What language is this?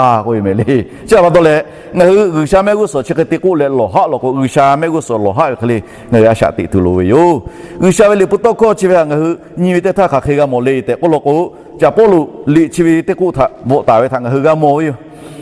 Lahu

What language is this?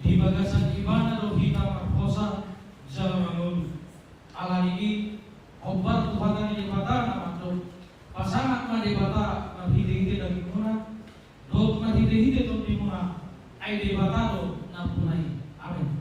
Batak Toba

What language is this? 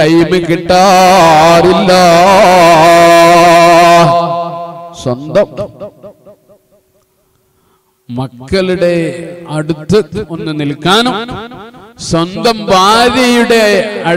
Malayalam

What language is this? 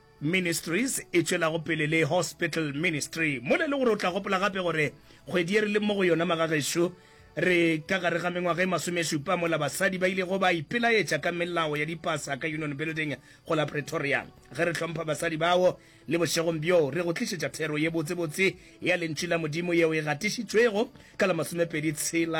Northern Sotho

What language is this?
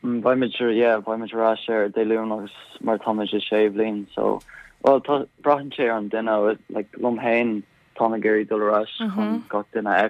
Irish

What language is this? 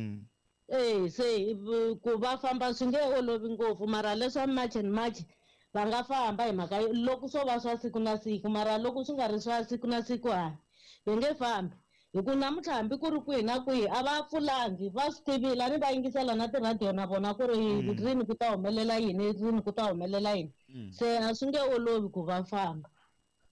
Tsonga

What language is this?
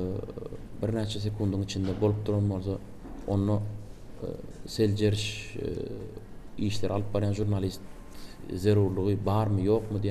Turkmen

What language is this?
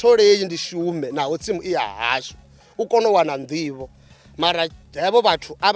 Venda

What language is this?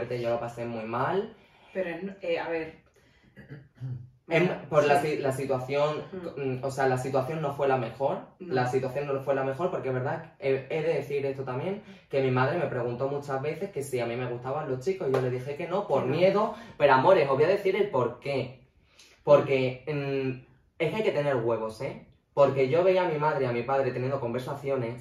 Spanish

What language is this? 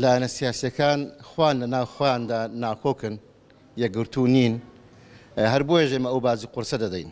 Central Kurdish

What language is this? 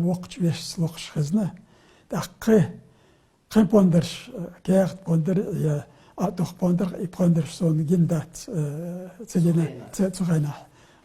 Chechen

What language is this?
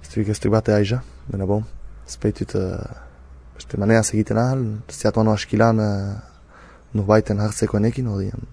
Basque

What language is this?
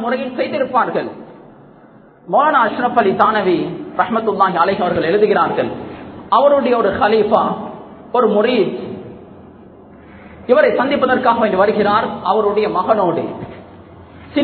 Tamil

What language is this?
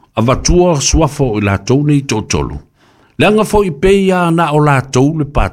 Samoan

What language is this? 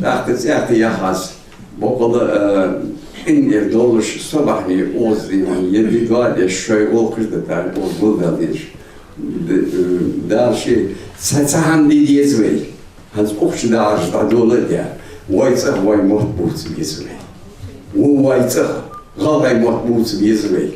Ingush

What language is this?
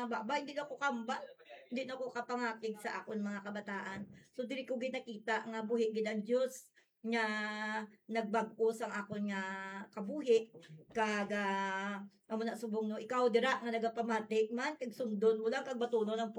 Hiligaynon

